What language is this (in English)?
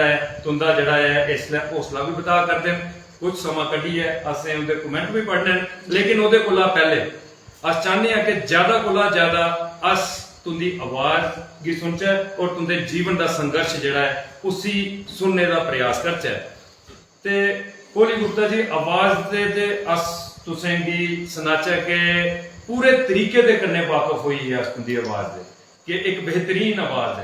Dogri